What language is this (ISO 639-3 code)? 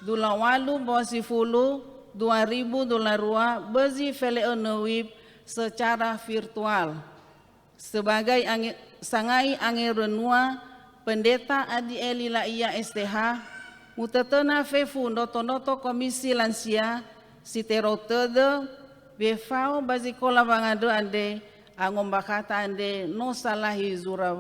nia